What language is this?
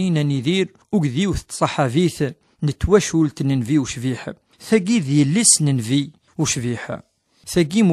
Kabyle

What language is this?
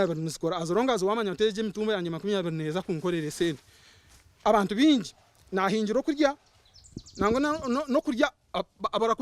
Nyankole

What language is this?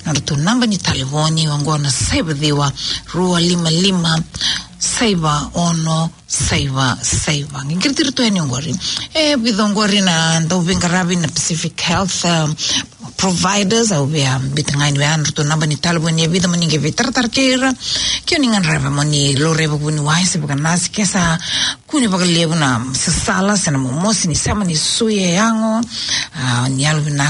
Fijian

